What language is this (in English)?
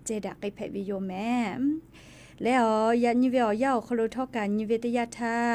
Lahu